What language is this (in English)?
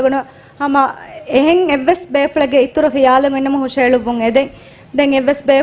Divehi